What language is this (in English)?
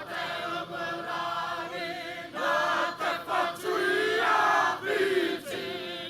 Māori